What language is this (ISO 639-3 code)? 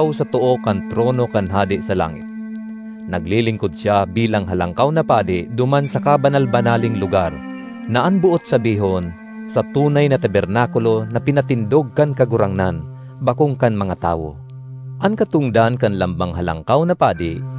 bik